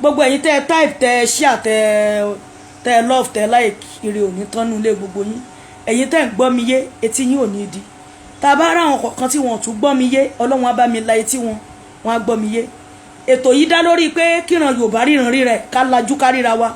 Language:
Yoruba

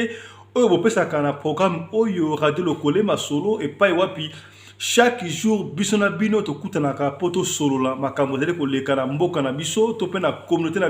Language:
Lingala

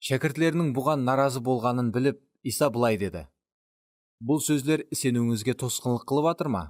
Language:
Kara-Kalpak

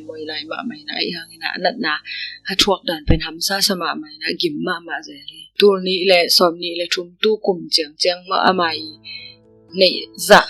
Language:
Tedim Chin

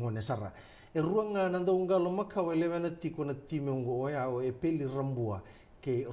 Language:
Fijian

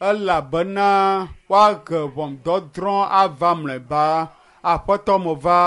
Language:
Ewe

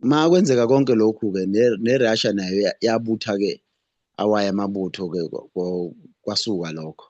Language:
Zulu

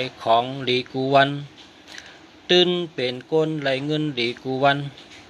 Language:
Shan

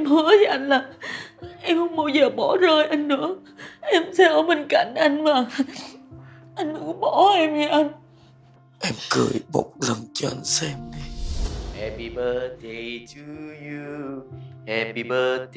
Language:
Vietnamese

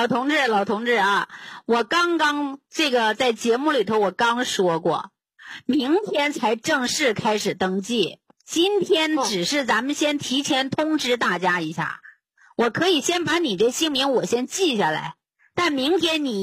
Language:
Chinese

